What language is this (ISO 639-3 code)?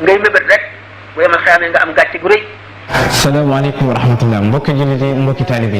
wol